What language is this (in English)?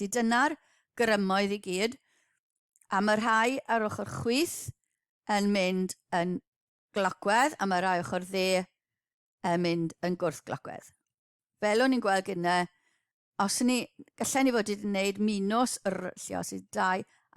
Welsh